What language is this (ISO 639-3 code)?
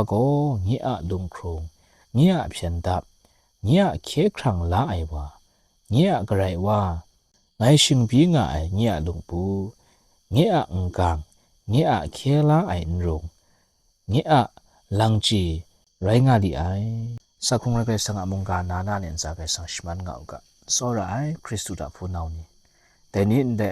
kac